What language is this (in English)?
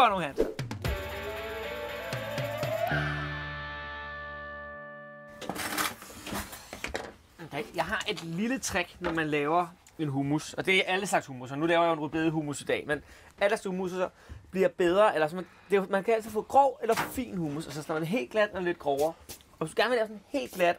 Danish